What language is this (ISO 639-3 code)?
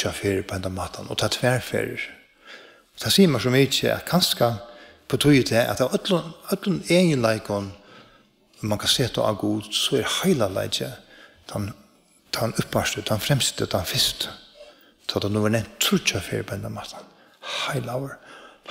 fao